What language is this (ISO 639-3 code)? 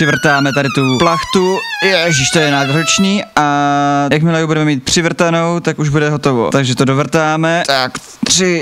ces